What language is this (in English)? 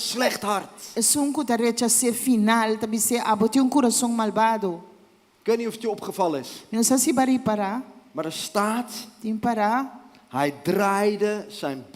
Papiamento